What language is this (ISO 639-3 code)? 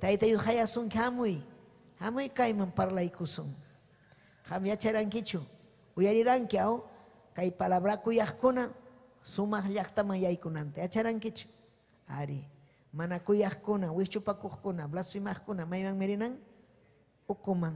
quy